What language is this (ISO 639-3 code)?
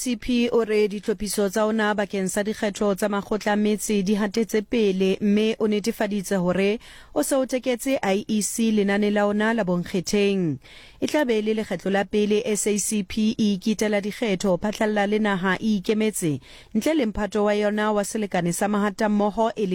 sot